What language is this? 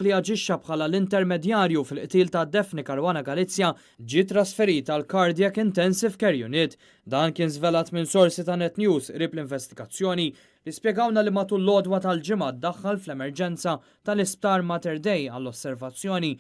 Maltese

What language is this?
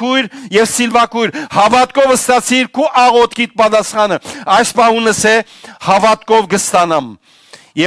Western Armenian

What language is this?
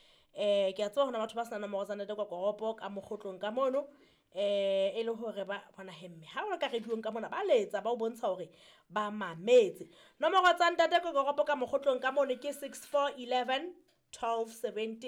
Southern Sotho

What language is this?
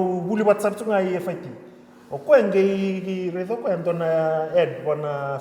Fijian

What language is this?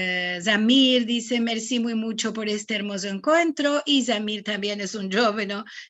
Ladino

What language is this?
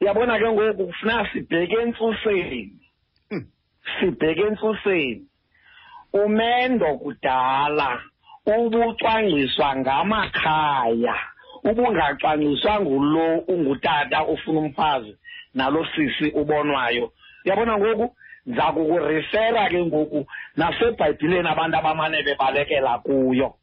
Xhosa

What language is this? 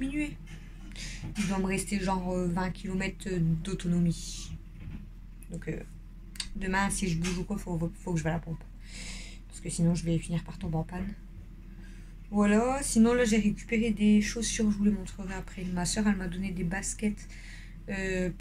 French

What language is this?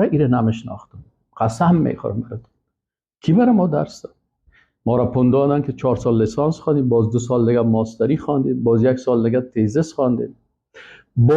Persian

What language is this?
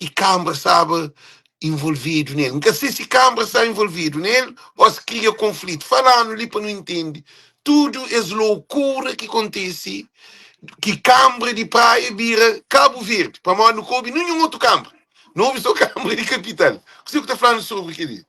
Kabuverdianu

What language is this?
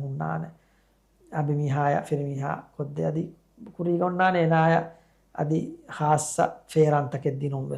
Divehi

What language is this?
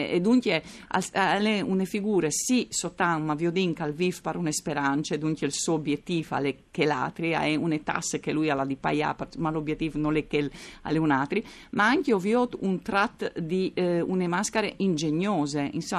Friulian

